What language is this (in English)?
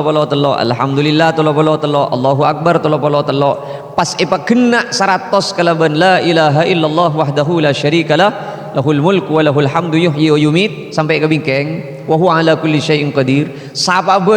Madurese